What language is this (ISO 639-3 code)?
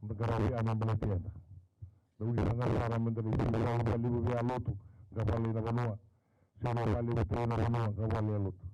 fij